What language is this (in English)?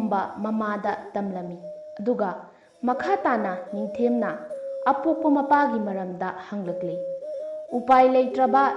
Manipuri